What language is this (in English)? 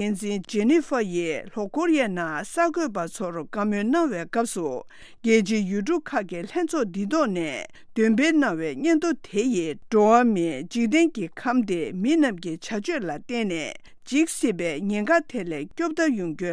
Tibetan